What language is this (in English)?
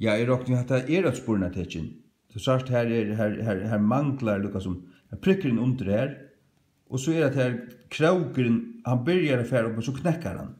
Faroese